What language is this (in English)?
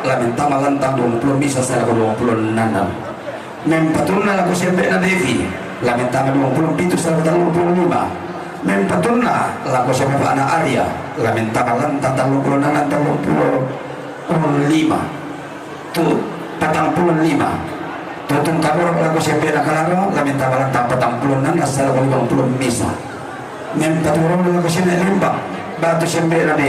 Toraja-Sa'dan